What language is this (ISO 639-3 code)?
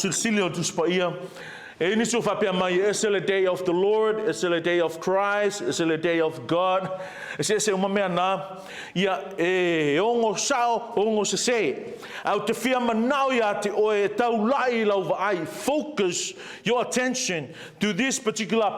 smo